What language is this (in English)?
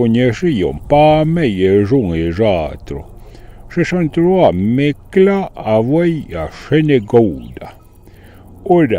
Arpitan